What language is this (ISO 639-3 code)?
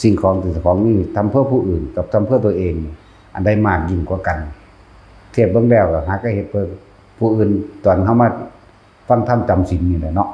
lao